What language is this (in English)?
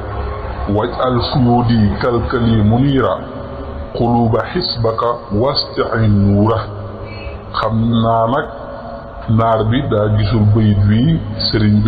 Wolof